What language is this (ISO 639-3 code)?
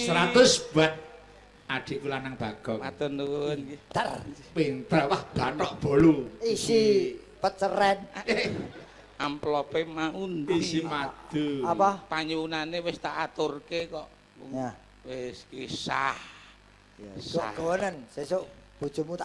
jav